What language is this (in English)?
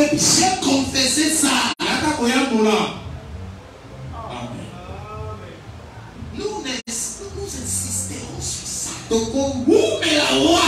French